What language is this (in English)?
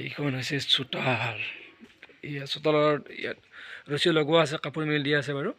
Assamese